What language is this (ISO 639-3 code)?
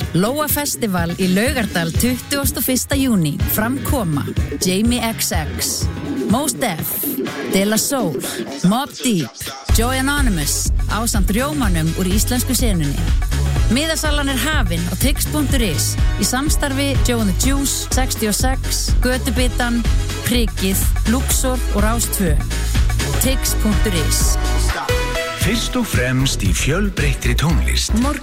isl